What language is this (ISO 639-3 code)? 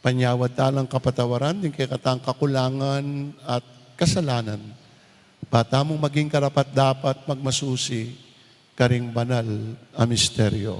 pam